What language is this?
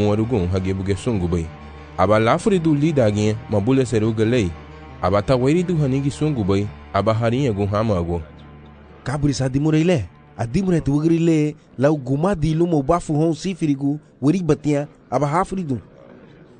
Garifuna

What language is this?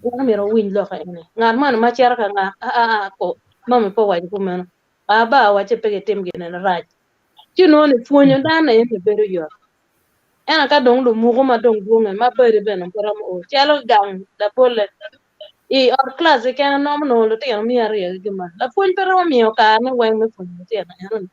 Acoli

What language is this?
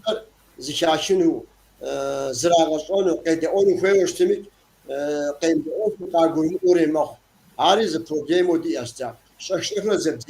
Kabardian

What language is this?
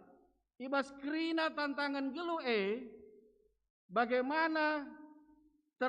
Batak Karo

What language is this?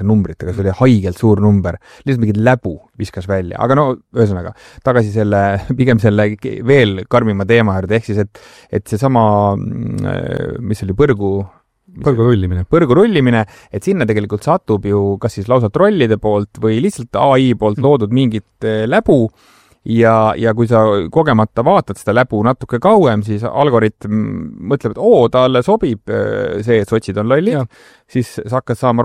Estonian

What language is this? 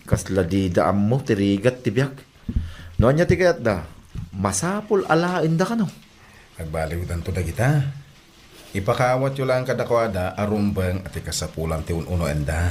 Iloko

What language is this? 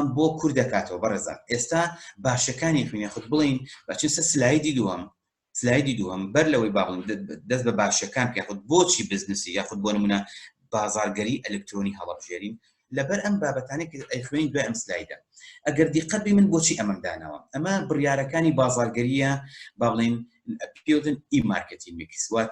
Central Kurdish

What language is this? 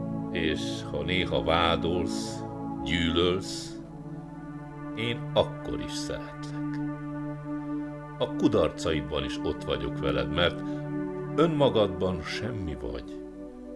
Hungarian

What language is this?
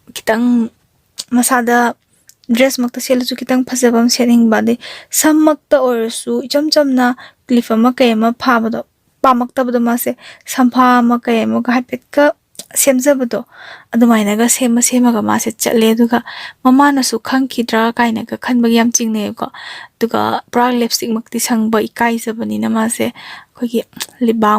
Manipuri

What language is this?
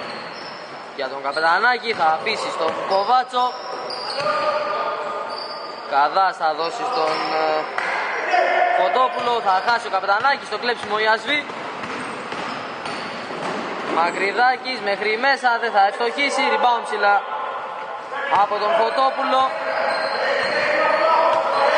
Greek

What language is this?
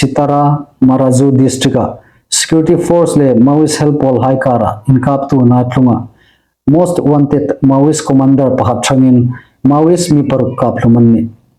Hmar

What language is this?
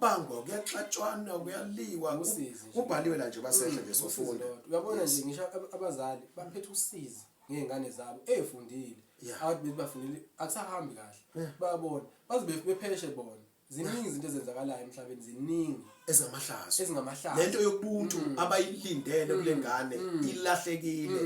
Zulu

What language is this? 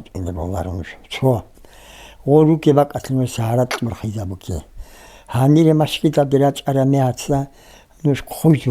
Avaric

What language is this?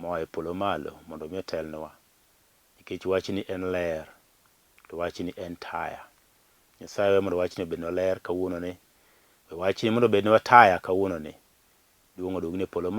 Luo (Kenya and Tanzania)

